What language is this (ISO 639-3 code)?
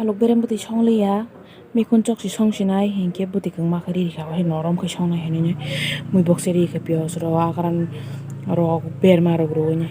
trp